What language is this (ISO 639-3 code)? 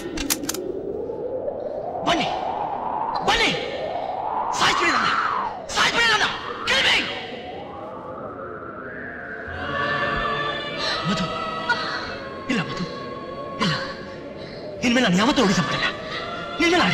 kan